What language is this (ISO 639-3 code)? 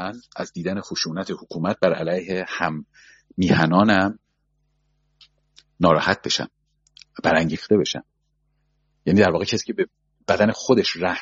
fas